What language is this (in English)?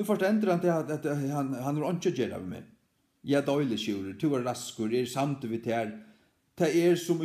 Faroese